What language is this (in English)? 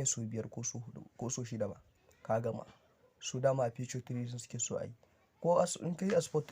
Hausa